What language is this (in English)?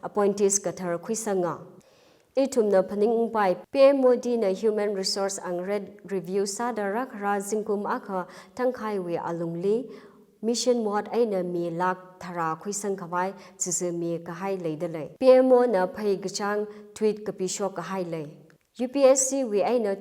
Tangkhul Naga (India)